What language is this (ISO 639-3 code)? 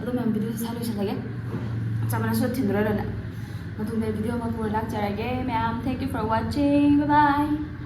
mni